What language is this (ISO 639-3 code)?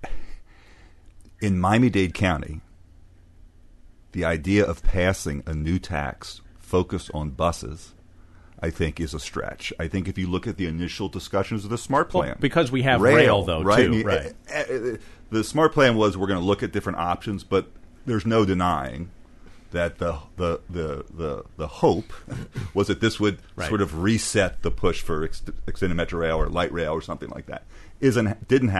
eng